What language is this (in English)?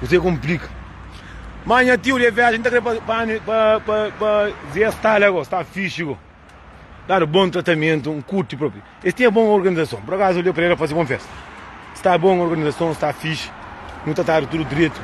Kabuverdianu